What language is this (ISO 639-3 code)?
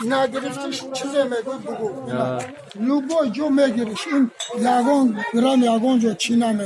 tgk